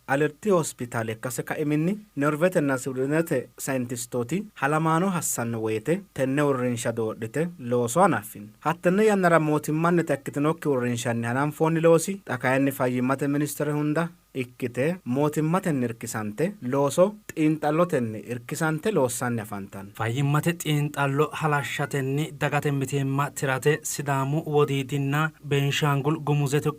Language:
Sidamo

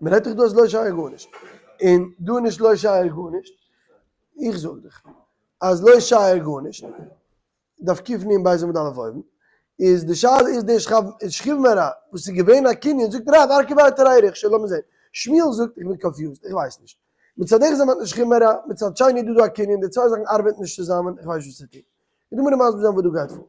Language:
Yiddish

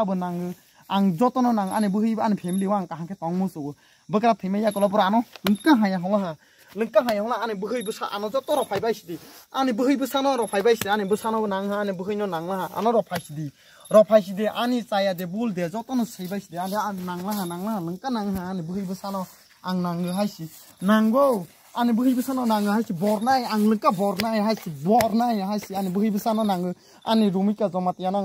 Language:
Kok Borok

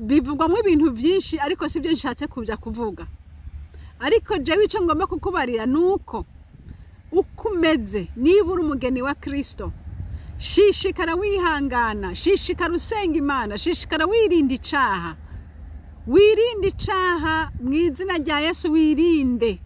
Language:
Rundi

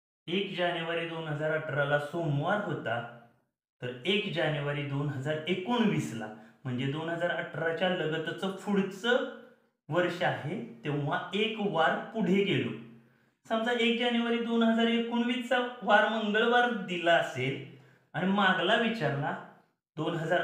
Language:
Marathi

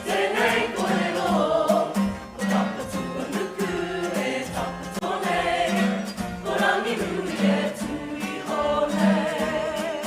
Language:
Māori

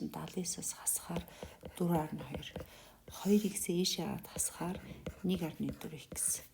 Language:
Mongolian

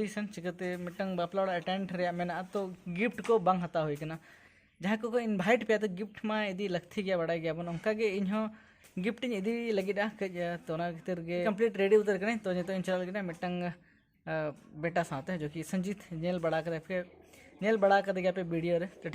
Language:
Santali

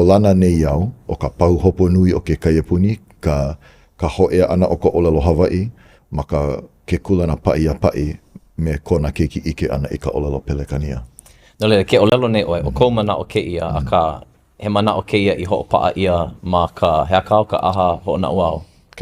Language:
Hawaiian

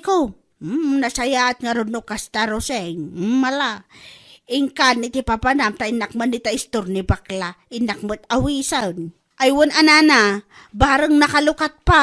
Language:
Iloko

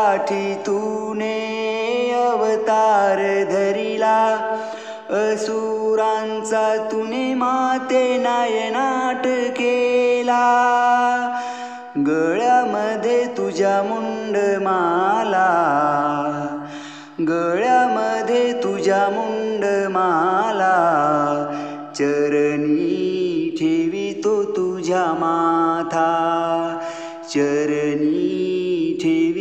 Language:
Marathi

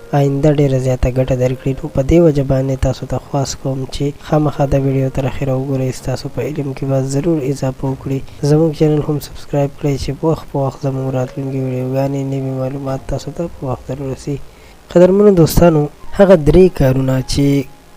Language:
Pashto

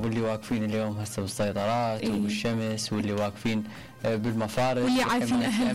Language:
Mesopotamian Arabic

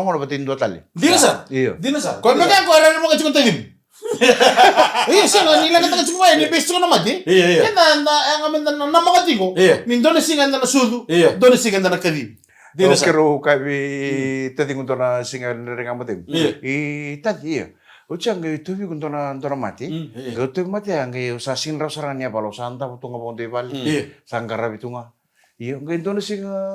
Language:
Fijian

